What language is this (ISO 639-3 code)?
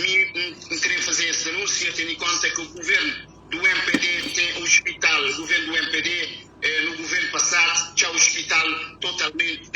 kea